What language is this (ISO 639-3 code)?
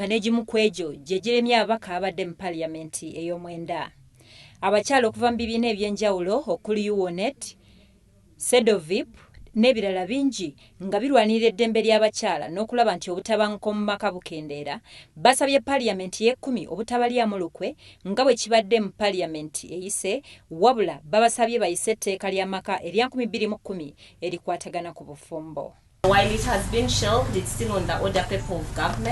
lug